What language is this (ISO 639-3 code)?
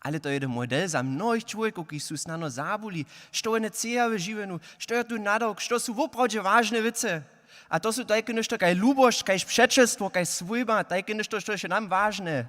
hsb